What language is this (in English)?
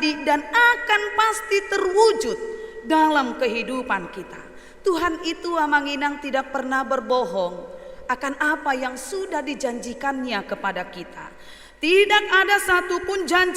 Batak Toba